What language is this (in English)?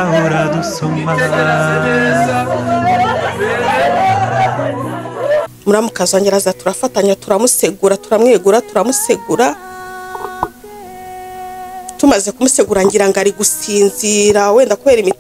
Kinyarwanda